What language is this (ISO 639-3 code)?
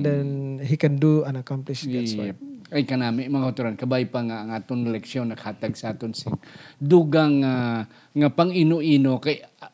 hil